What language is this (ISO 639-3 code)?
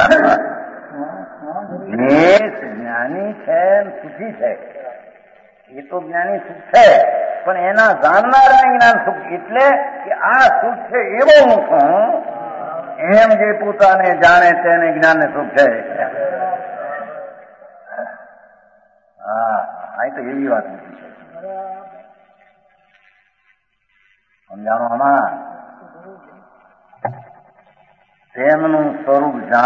guj